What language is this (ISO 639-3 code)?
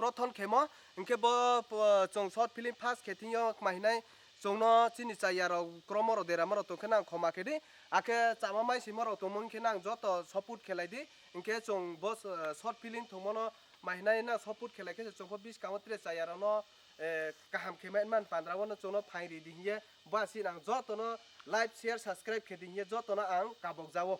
trp